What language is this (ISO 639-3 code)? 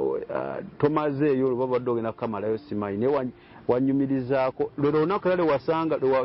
lug